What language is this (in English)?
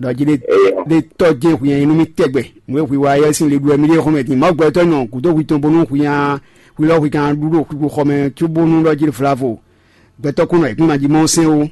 Fon